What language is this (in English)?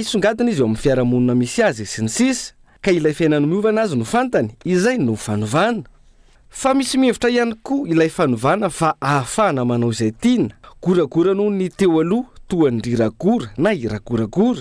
Malagasy